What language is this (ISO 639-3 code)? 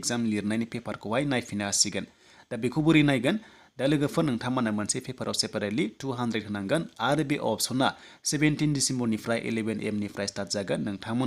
brx